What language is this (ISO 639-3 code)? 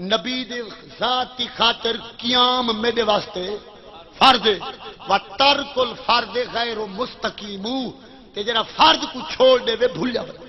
skr